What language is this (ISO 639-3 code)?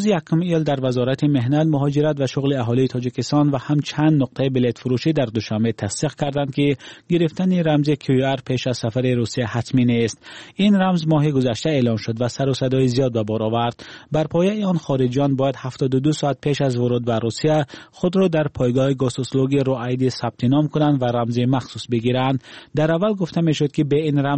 fas